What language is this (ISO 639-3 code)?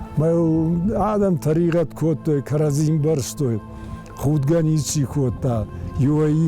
oss